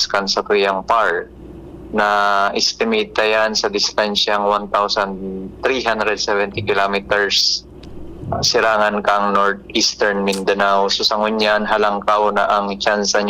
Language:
Bikol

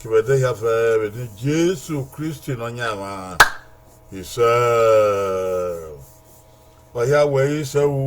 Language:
Bini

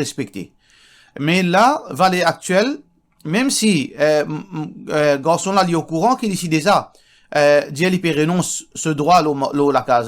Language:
Morisyen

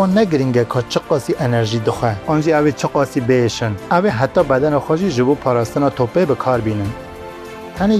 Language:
Kurdish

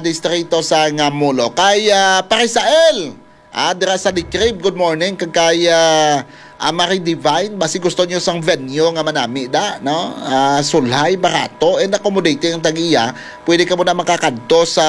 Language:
Hiligaynon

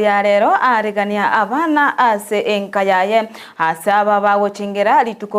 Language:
Gusii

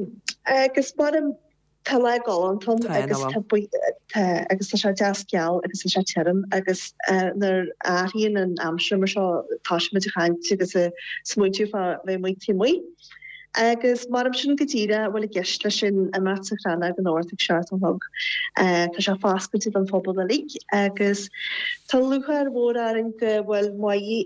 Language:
Irish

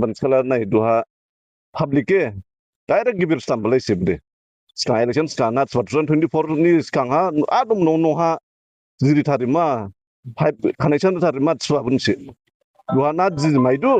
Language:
Dimasa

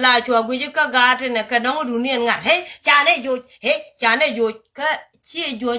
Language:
Nuer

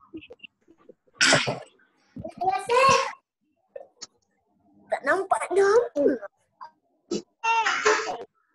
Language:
Malay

